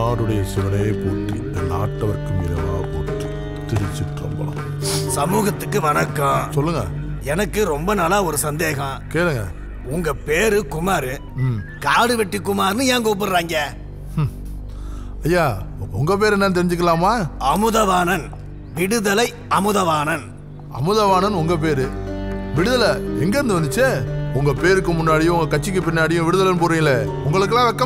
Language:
Tamil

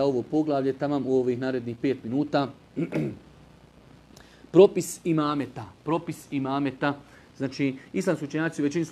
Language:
Bosnian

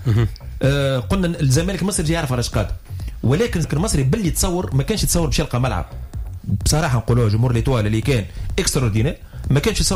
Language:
Tunisian Arabic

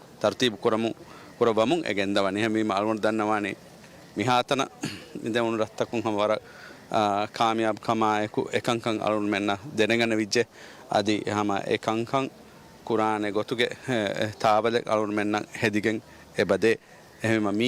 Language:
Divehi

